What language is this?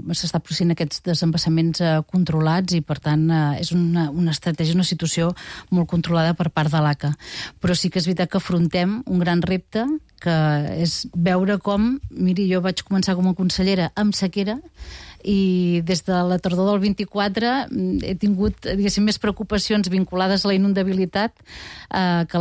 Catalan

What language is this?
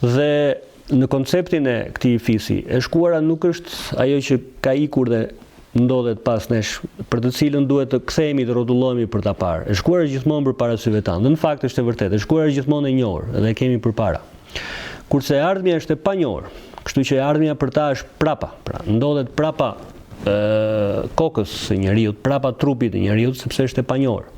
Albanian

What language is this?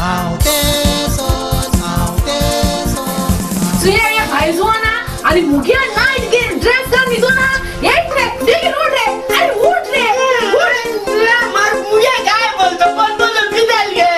Konkani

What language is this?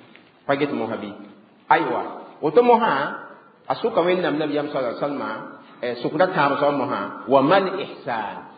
Mossi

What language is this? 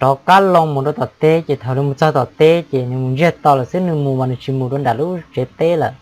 Hmong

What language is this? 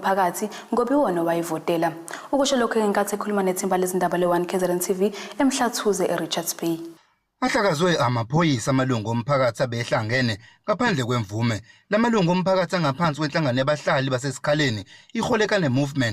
Zulu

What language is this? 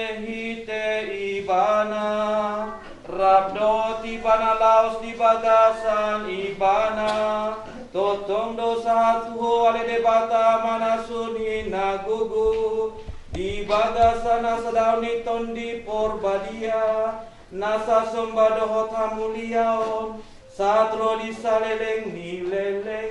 Batak Toba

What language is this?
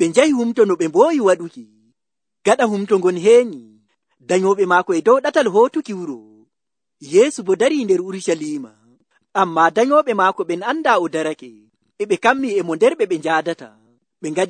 Nigerian Fulfulde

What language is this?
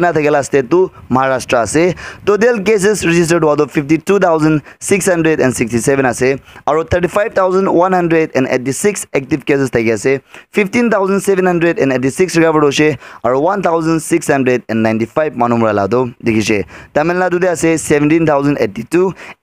Naga Pidgin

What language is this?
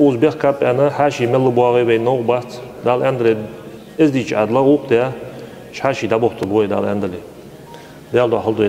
Ingush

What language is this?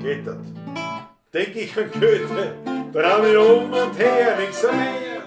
Bavarian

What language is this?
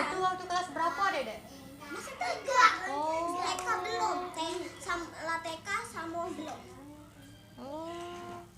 Musi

